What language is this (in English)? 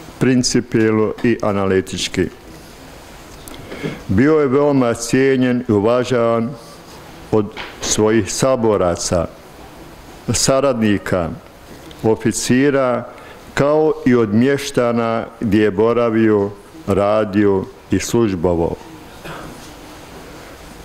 Bosnian